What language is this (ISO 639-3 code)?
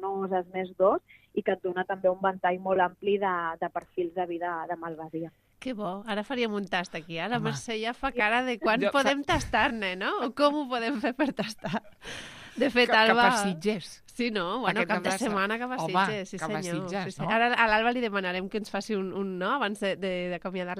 cat